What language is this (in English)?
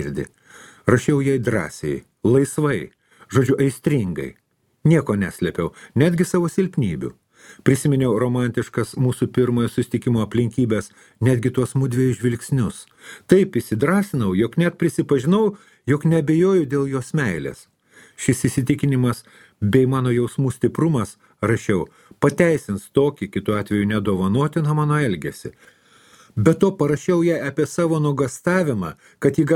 Lithuanian